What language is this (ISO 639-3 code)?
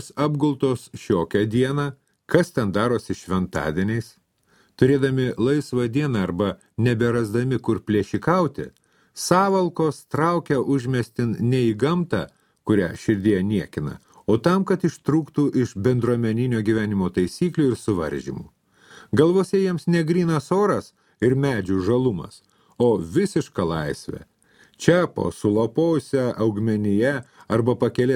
lit